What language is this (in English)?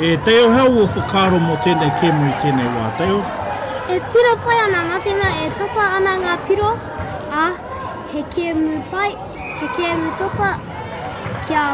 Māori